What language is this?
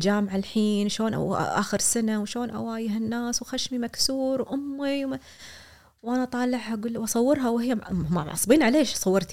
Gulf Arabic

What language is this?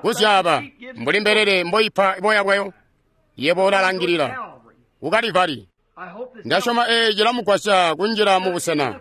Tonga (Zambia)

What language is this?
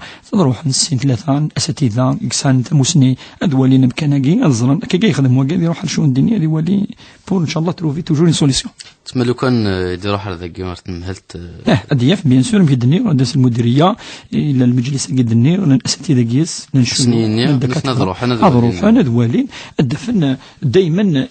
Kabyle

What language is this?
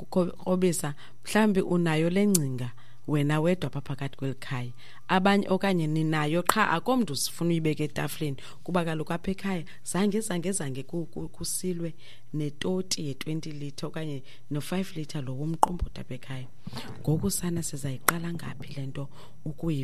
Xhosa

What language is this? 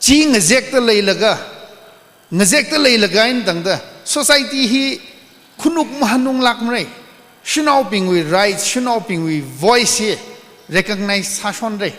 Tangkhul Naga (India)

